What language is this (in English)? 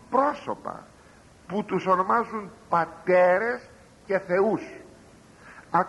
Greek